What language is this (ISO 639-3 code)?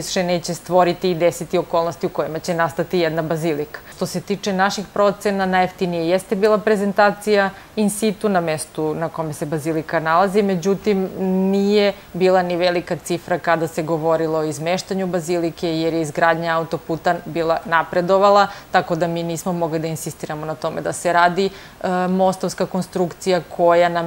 srp